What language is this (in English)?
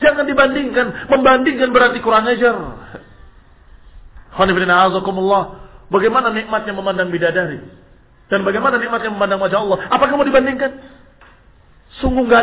Indonesian